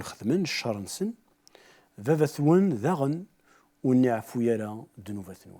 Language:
Kabyle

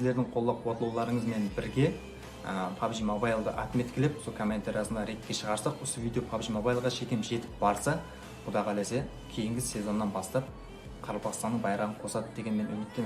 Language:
Kara-Kalpak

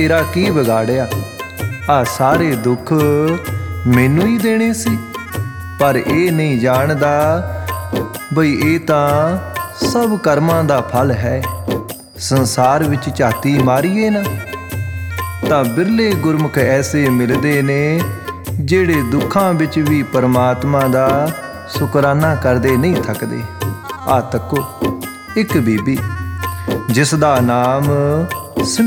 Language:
Punjabi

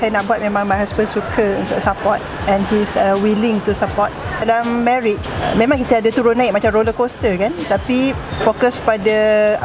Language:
Malay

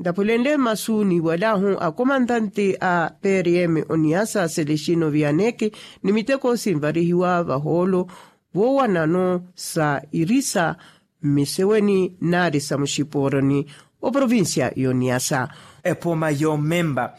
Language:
Makhuwa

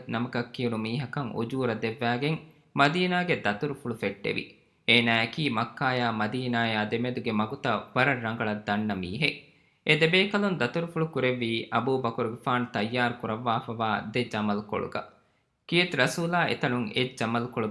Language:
Divehi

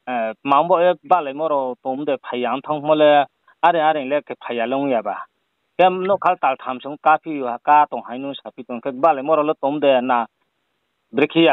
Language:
Riang (India)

